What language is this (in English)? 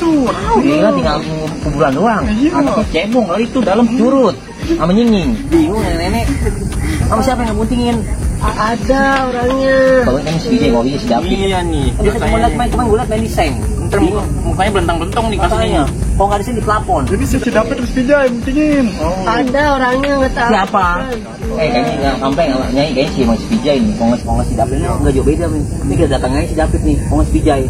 Betawi